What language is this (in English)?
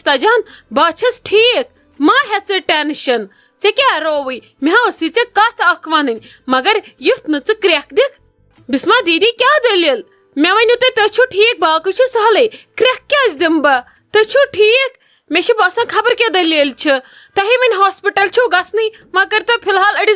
Kashmiri